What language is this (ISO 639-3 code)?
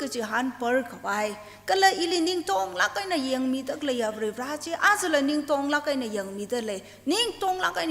nmf